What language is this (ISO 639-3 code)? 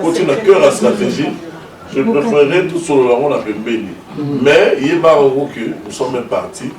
lin